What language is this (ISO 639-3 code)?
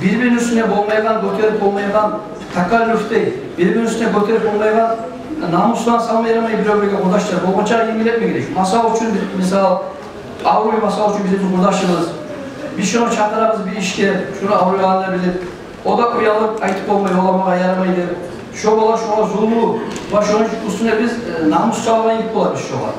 kum